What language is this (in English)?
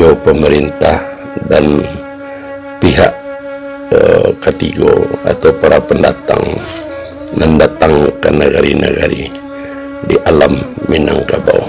Minangkabau